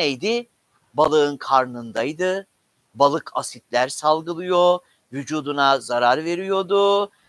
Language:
Turkish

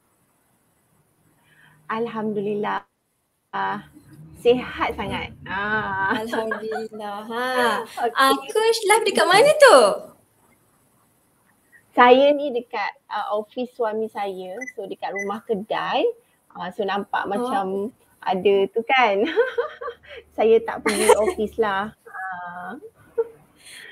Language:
Malay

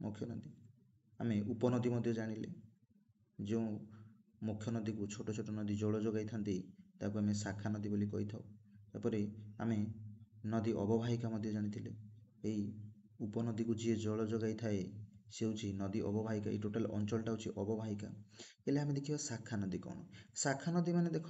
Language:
Odia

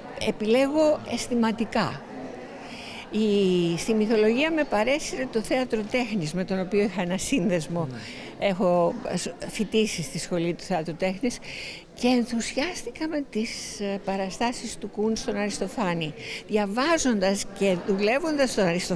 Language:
Greek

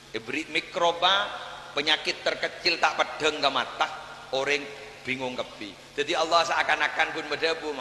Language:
Madurese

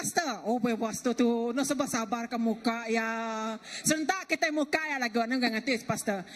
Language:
Iban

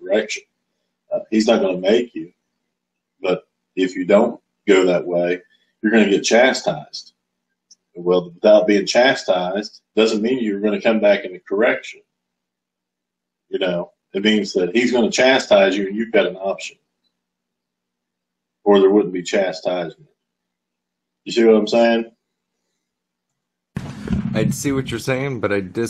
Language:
English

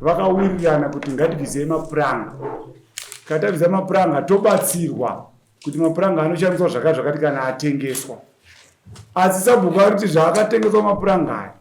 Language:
Shona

